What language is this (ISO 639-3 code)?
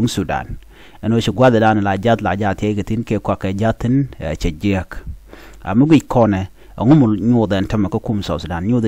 nus